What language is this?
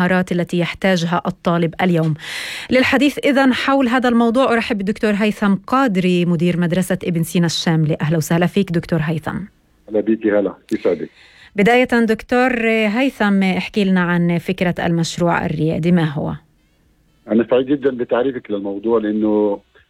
North Levantine Arabic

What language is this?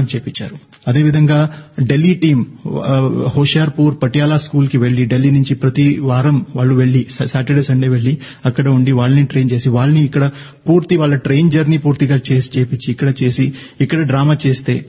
Telugu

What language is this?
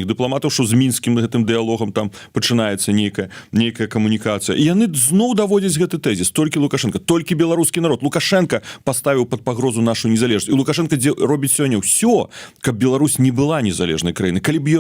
Belarusian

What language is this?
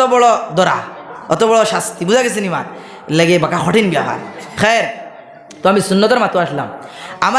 Sylheti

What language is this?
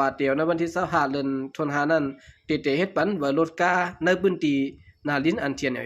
Shan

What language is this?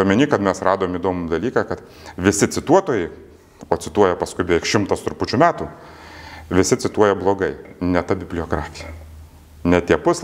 Lithuanian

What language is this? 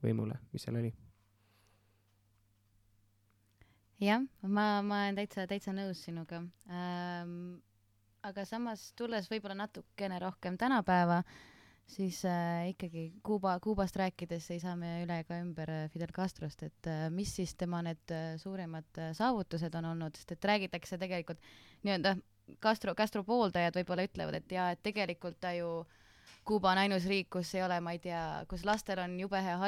Estonian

